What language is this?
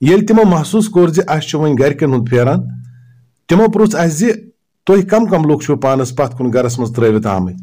Kashmiri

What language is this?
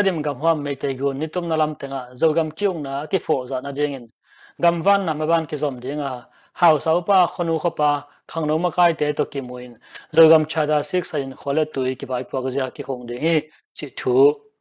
Tedim Chin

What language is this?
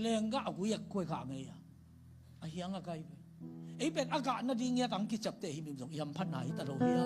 Tedim Chin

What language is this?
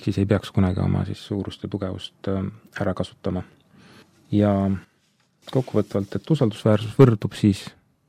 Estonian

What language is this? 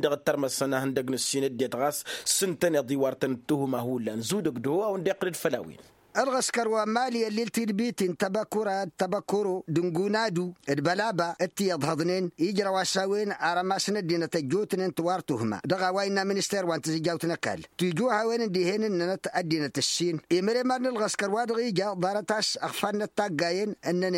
Tamasheq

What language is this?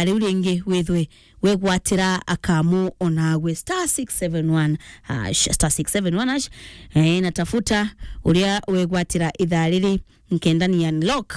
Meru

